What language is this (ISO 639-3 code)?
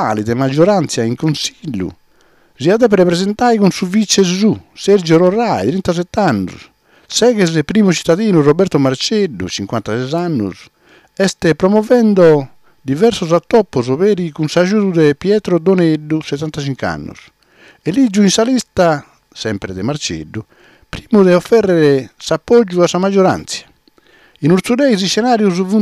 srd